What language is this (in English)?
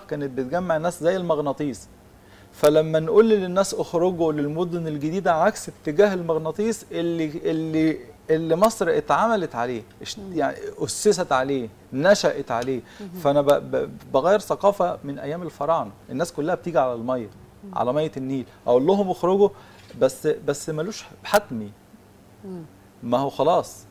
Egyptian Arabic